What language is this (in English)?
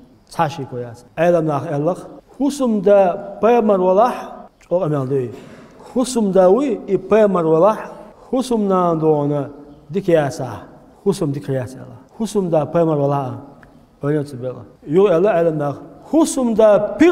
Chechen